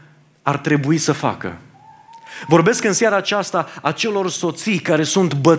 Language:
Romanian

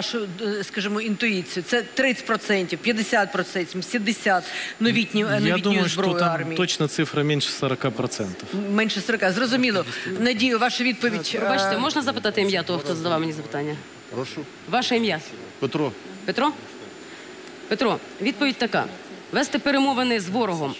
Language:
Ukrainian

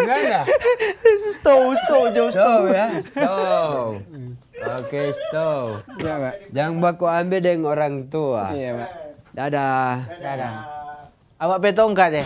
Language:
Manado Malay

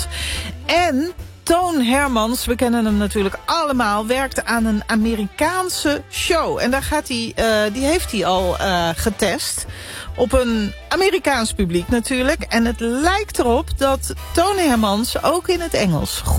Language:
Dutch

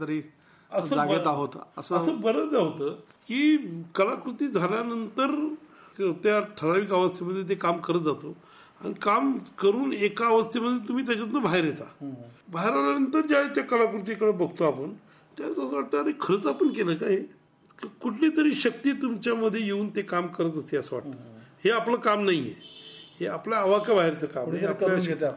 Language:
Marathi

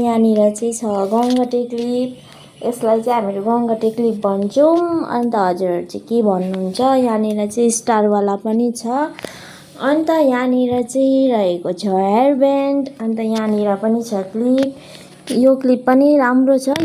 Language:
Nepali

